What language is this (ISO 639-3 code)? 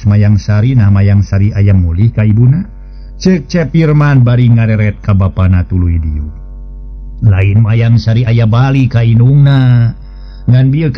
sun